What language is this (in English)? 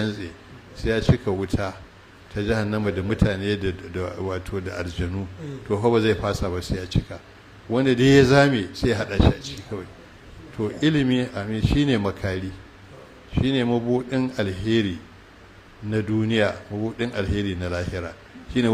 Hausa